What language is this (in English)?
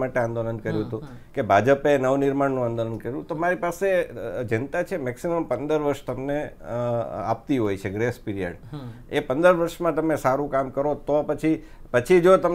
Gujarati